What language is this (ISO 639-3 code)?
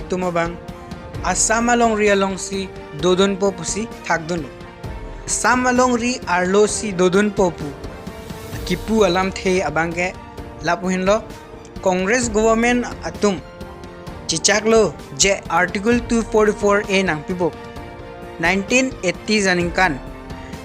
mjw